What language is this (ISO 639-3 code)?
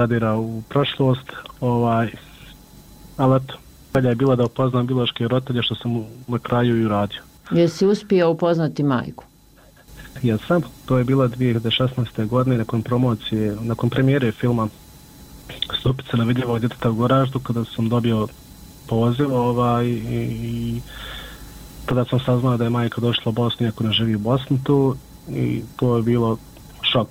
bos